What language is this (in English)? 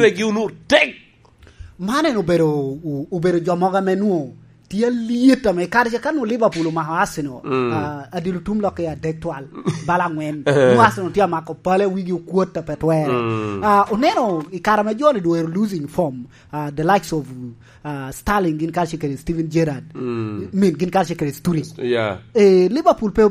Lango (Uganda)